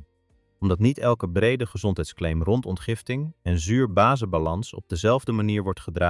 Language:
Dutch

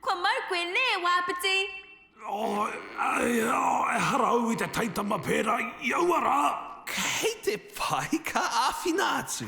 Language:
Māori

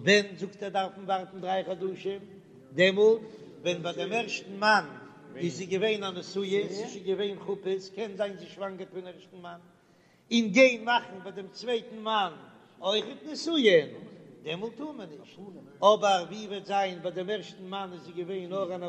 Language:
Yiddish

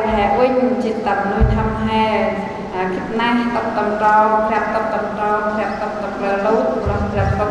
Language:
Central Mnong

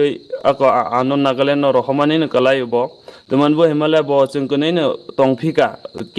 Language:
Kok Borok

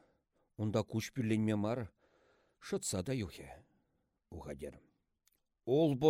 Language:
Chuvash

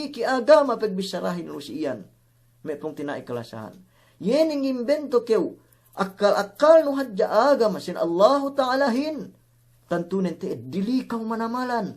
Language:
Yakan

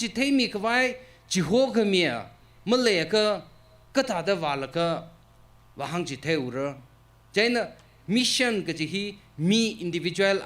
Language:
Tangkhul Naga (India)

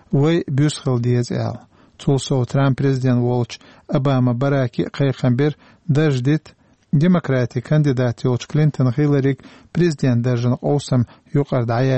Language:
Chechen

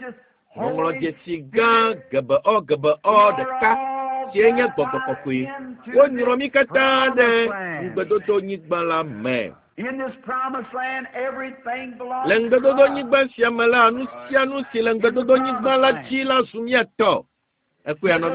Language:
Ewe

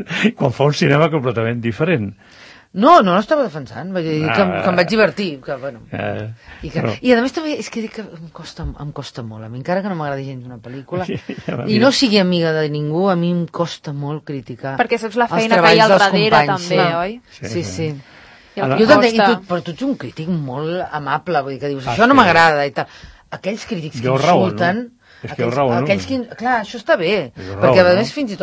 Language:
Catalan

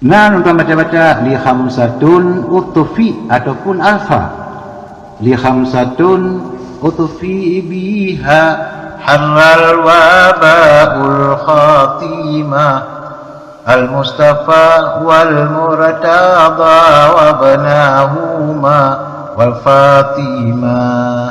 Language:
Achinese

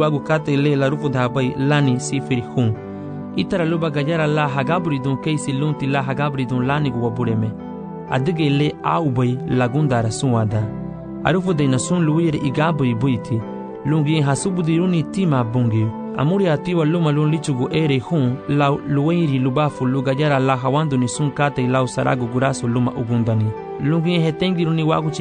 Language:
Garifuna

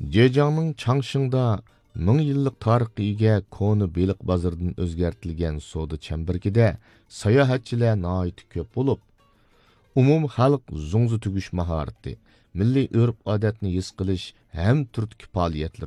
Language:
Uyghur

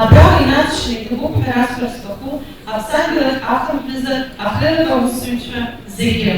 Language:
Abkhazian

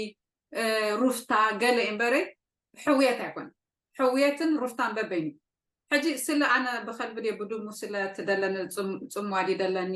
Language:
Tigrinya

